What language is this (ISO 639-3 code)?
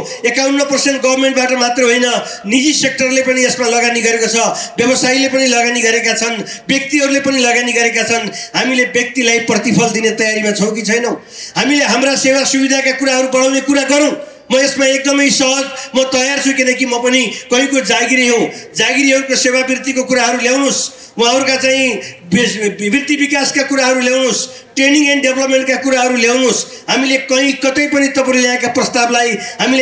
nep